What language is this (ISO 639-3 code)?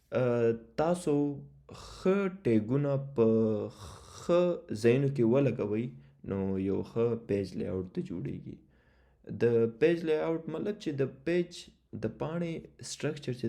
pus